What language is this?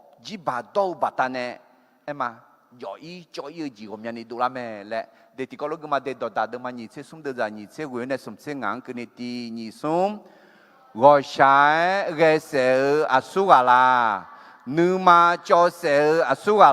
Akha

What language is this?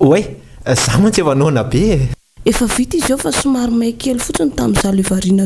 Malagasy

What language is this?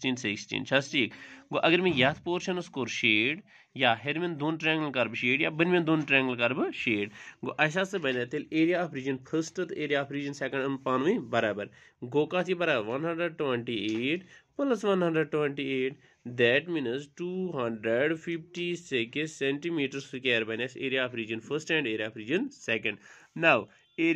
Kashmiri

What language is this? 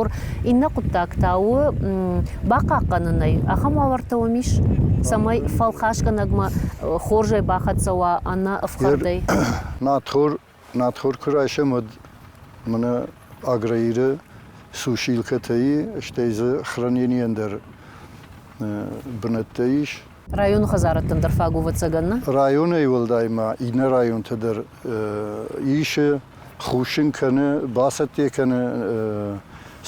Ossetic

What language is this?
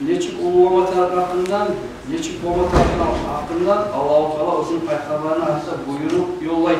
Kumyk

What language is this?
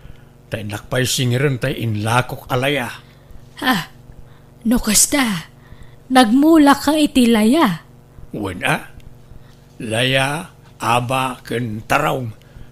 Iloko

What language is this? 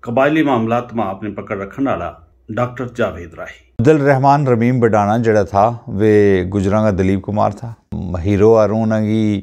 Gujari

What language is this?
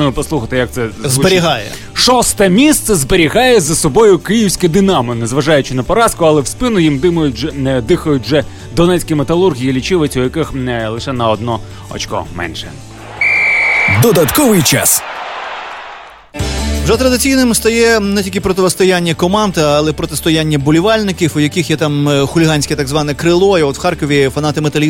Ukrainian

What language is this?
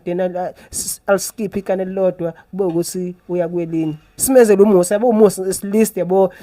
Zulu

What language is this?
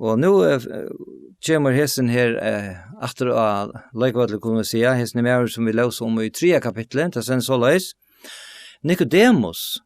Faroese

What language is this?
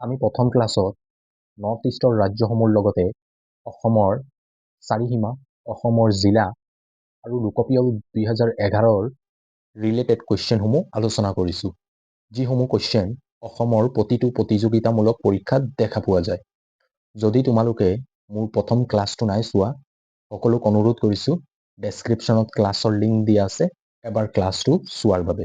Assamese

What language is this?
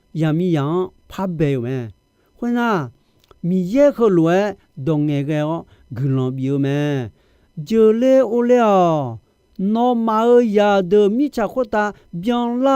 Akha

